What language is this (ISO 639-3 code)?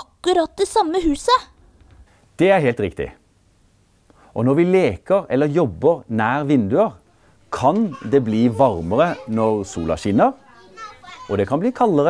nor